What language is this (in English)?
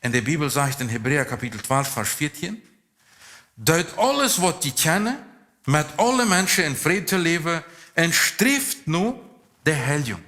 Plautdietsch